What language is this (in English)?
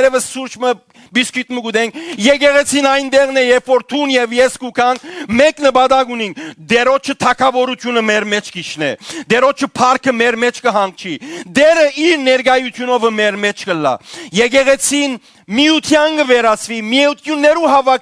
Western Armenian